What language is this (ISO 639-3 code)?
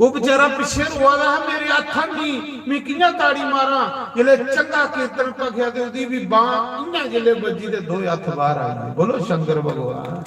doi